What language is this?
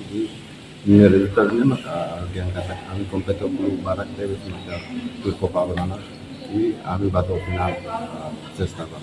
Tetum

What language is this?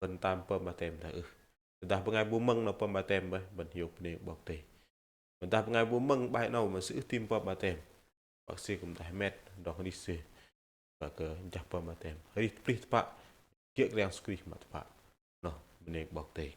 Bahnar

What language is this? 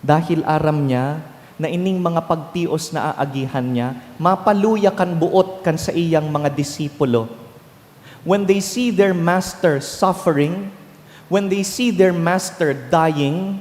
Bikol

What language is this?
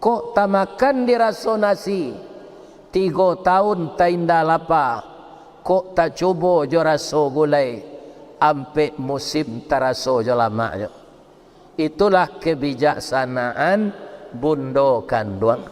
Minangkabau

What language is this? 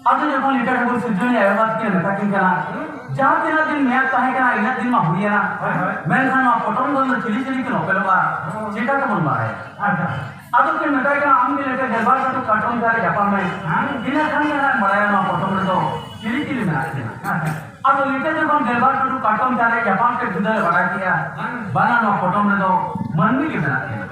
Santali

